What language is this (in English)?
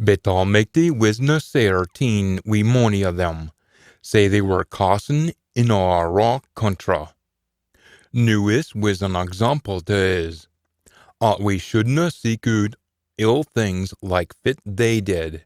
Scots